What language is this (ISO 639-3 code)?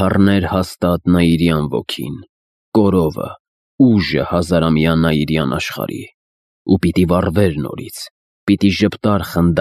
hye